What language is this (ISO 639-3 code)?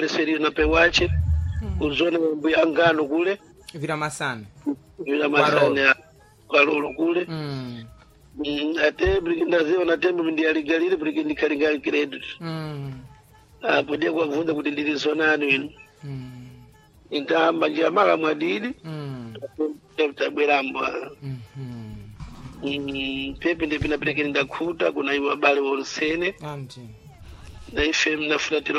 seh